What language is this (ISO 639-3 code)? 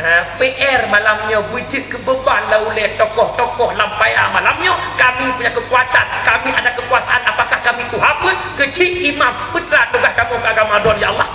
ace